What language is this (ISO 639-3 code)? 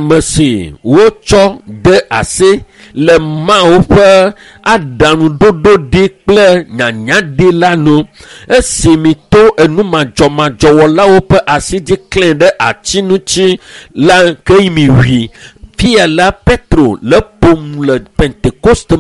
ewe